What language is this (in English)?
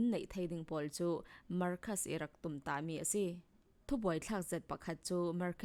Falam Chin